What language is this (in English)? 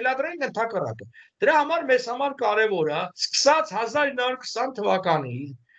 Armenian